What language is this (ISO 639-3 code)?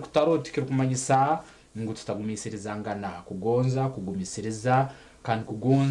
nyn